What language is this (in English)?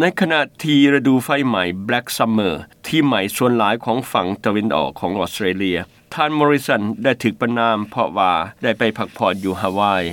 Lao